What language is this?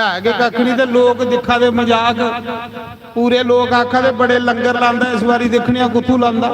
Dogri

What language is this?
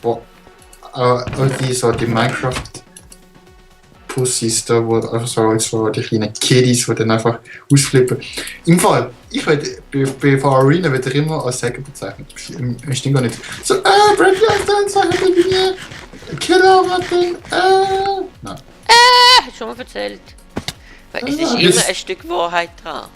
Swiss German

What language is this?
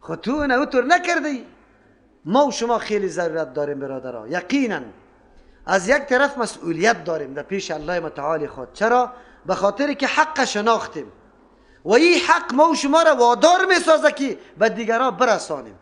Persian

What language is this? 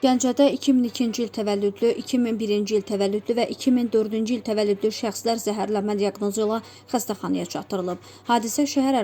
Azerbaijani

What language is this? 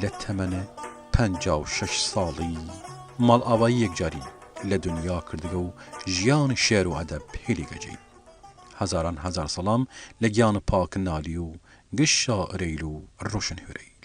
Southern Kurdish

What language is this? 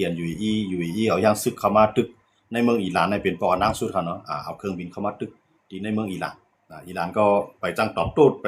Shan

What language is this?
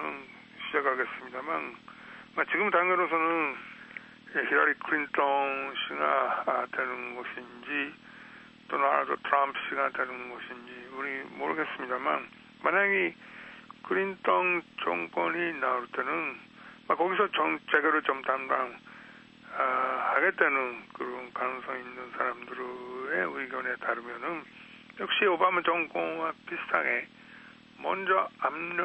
Korean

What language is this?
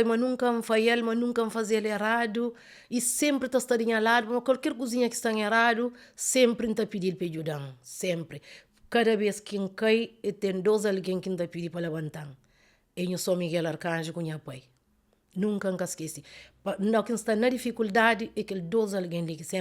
Kabuverdianu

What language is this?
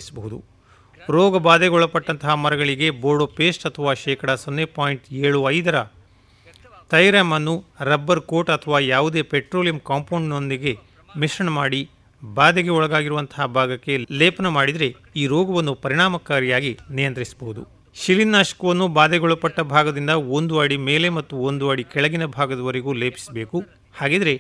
Kannada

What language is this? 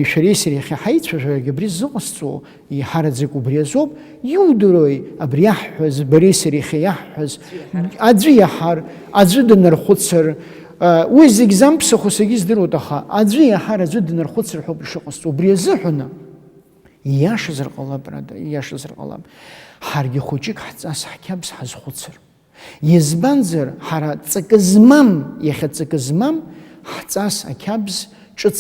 Abkhazian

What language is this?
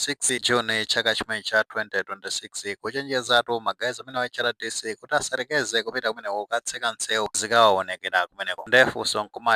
Nyanja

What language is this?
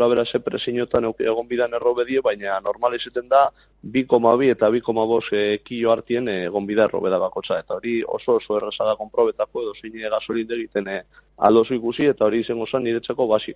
Basque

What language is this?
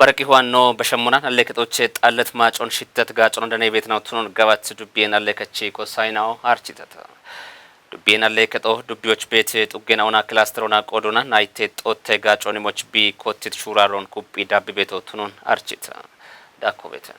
Kafa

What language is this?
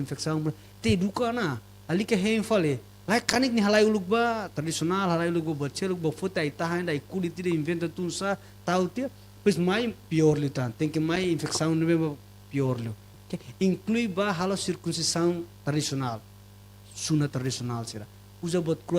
Tetum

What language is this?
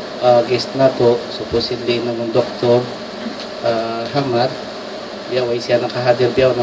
Tausug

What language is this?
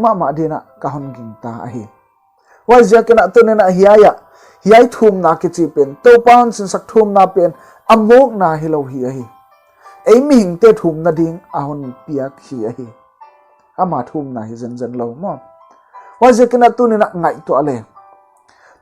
Paite Chin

